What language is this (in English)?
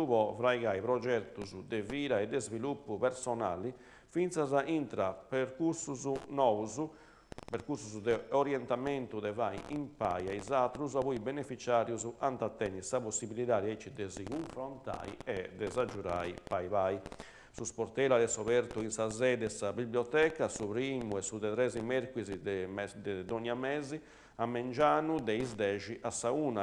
Sardinian